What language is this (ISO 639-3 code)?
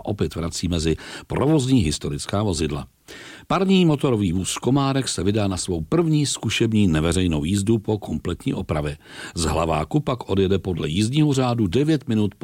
ces